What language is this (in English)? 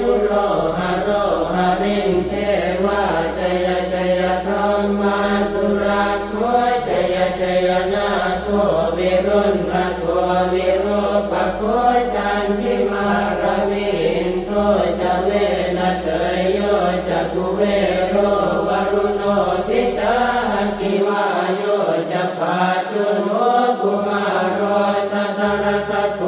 Pali